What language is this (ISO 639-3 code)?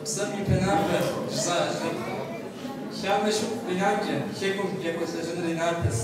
kbd